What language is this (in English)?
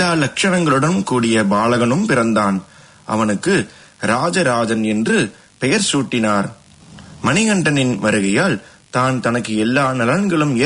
Tamil